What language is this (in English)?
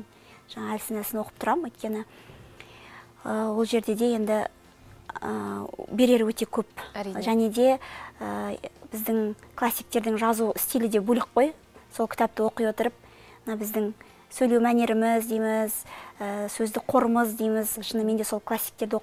Kazakh